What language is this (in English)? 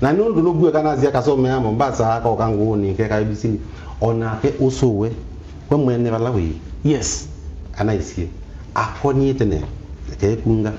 Kamba